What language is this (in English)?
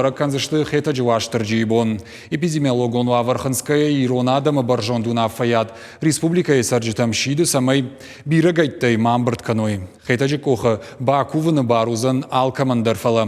Ossetic